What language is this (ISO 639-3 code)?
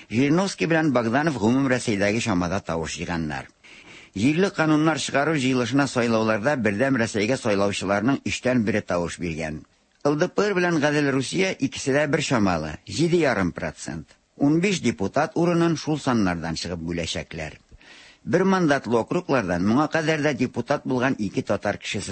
tat